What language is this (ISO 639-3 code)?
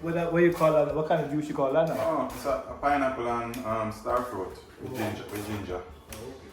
jam